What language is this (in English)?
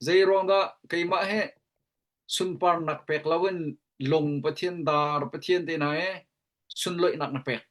Hakha Chin